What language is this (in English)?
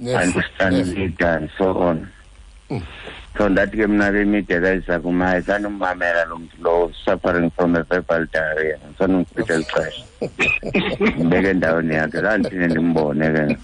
Xhosa